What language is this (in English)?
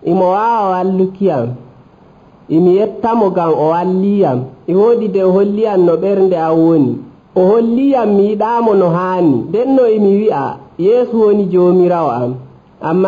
Nigerian Fulfulde